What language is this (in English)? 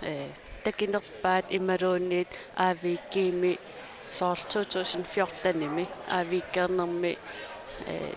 Kalaallisut